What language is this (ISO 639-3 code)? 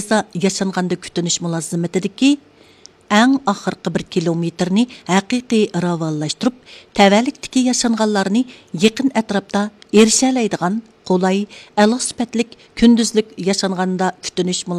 uig